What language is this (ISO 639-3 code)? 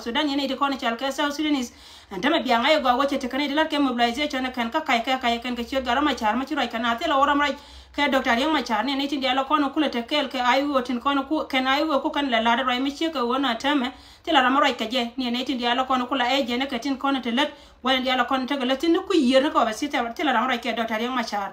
nus